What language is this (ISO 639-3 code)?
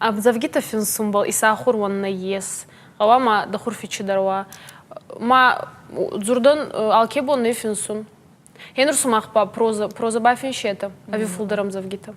oss